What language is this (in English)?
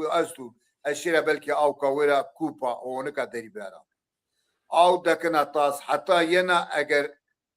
Zaza